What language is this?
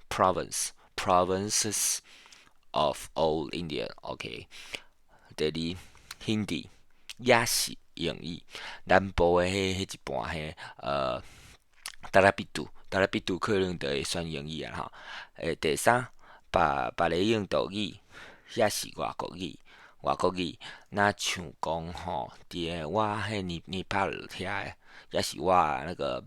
Min Nan Chinese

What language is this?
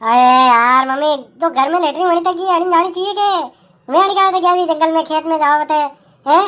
Rajasthani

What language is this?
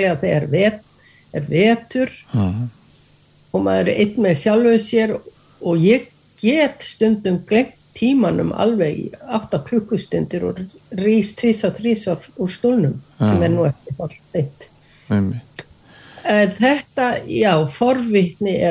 Icelandic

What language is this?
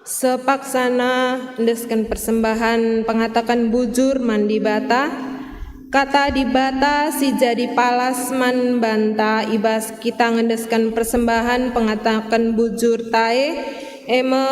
Batak Karo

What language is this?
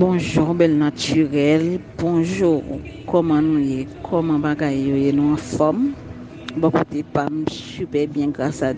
Haitian Creole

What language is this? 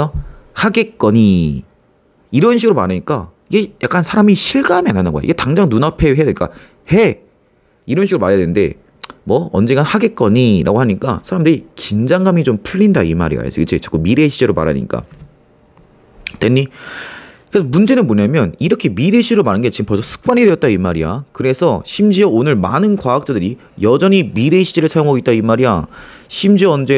Korean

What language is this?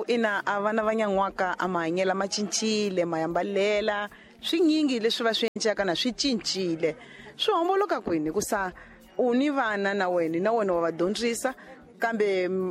Tsonga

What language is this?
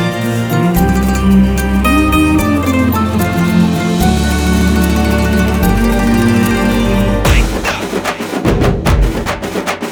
Tamil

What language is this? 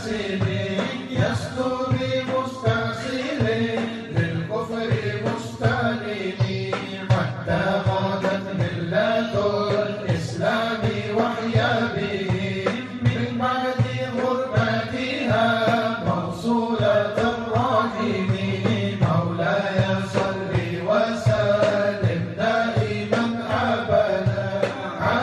Arabic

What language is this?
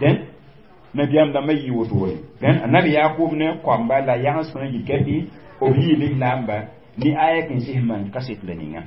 Mossi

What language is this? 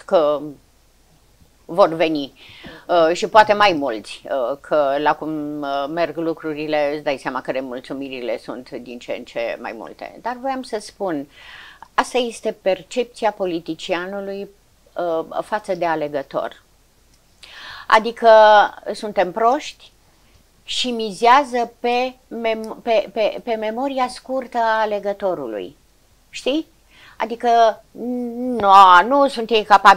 Romanian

